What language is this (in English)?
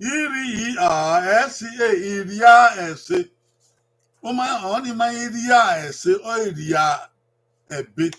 Bini